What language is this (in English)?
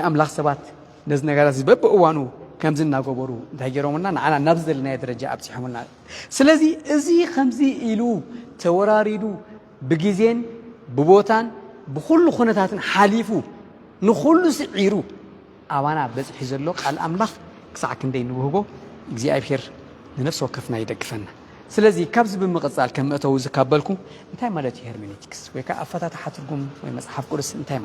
Tigrinya